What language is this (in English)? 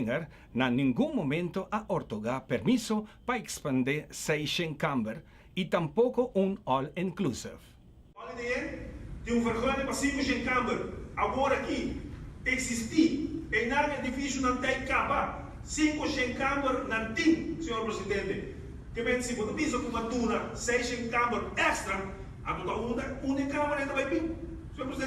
Papiamento